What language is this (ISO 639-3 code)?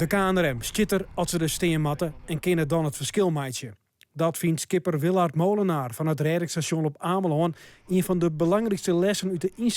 fry